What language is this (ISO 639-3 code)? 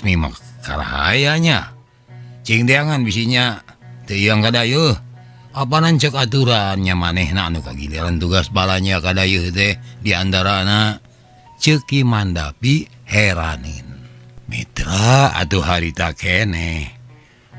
sun